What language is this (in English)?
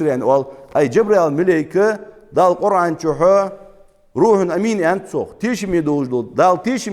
Ingush